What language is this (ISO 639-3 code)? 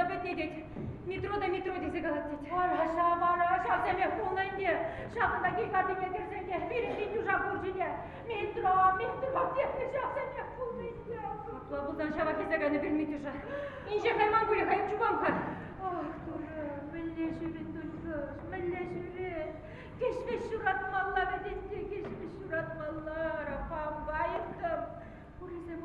chv